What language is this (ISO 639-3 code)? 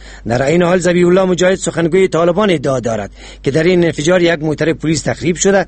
fas